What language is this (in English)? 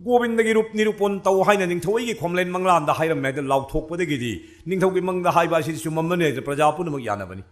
Manipuri